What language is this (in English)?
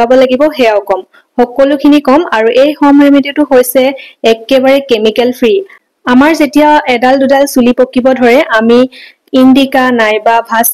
Assamese